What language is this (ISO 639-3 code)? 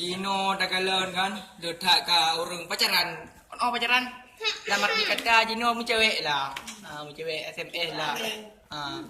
ace